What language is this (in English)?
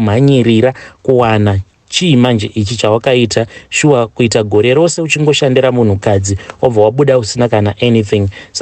Shona